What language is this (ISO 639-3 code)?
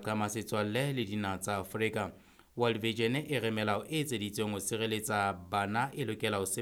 sot